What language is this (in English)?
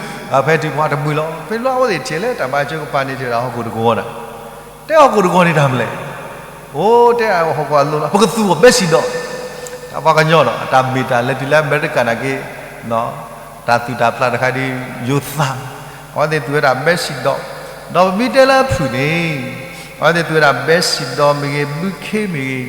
S'gaw Karen